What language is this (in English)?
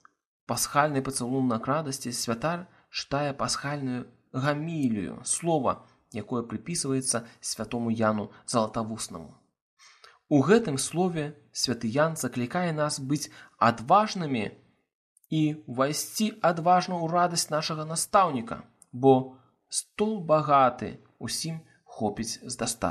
Belarusian